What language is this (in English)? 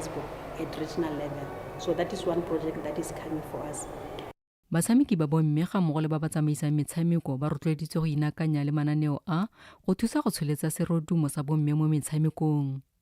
Tswana